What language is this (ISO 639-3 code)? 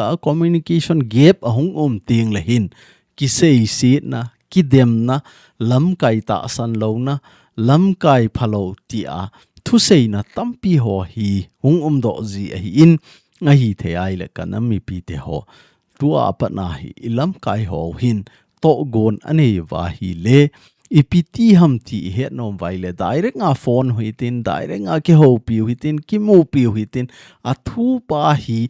tcz